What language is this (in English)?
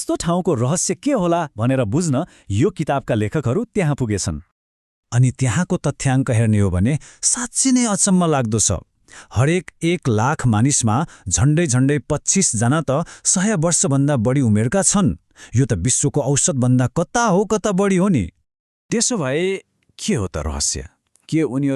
Nepali